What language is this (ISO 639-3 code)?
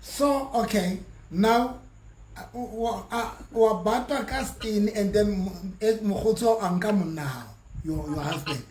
sot